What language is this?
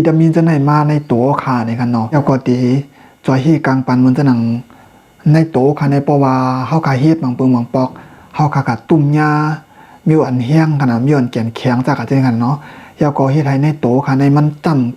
Shan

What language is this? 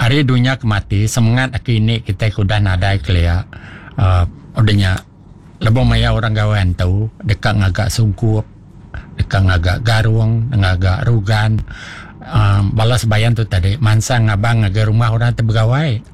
Iban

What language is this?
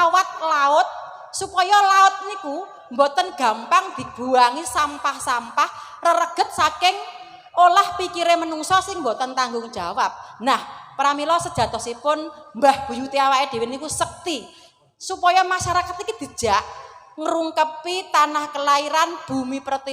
Javanese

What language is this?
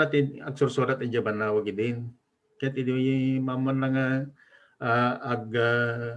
Iloko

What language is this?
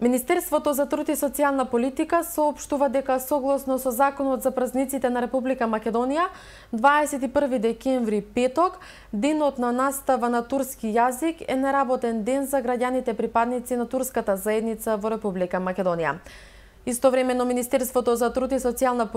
Macedonian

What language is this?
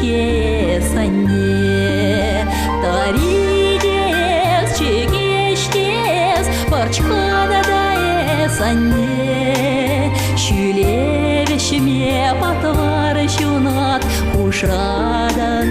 Chuvash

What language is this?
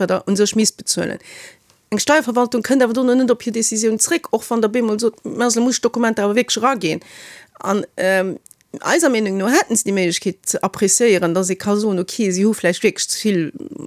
Luxembourgish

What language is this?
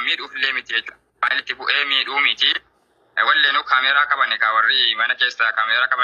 Oromo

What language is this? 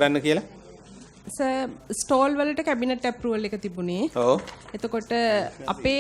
Sinhala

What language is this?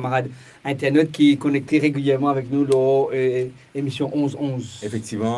Morisyen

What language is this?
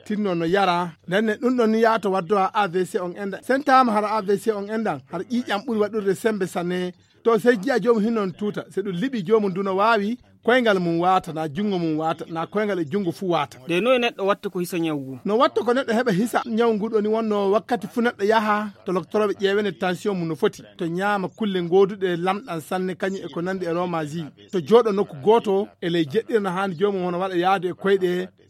Fula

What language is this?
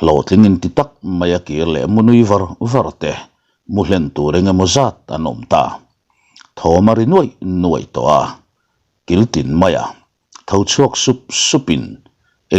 Mizo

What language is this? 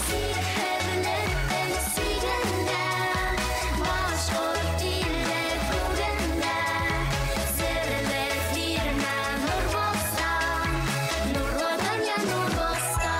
Bashkir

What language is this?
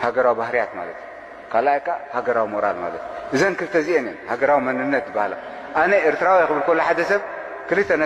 Tigrinya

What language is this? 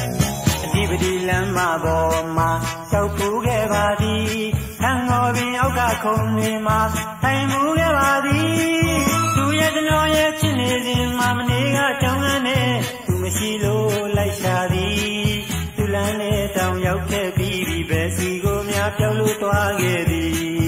Burmese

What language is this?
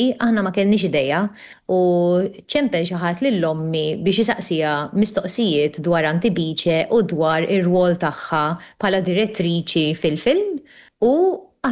Maltese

